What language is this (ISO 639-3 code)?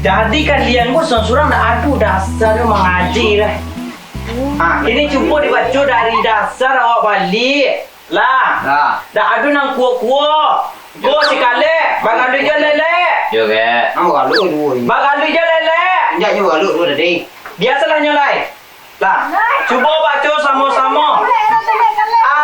min